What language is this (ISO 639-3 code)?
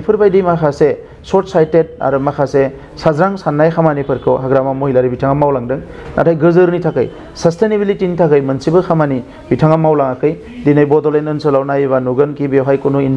brx